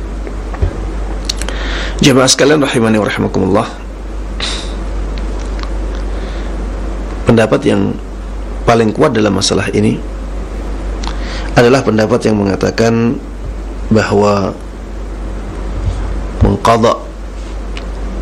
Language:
Indonesian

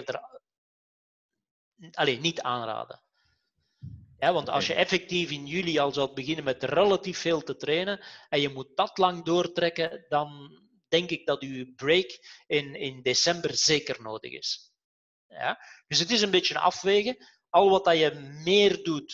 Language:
Dutch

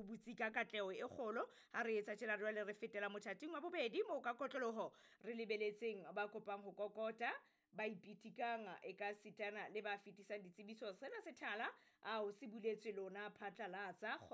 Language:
Southern Sotho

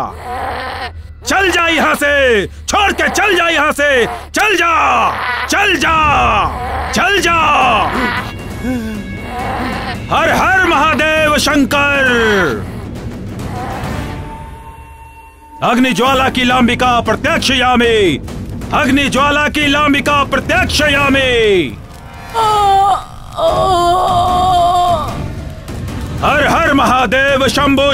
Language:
Bhojpuri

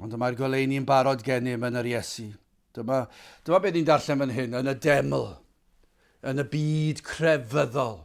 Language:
Welsh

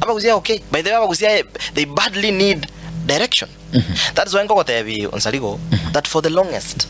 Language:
Gusii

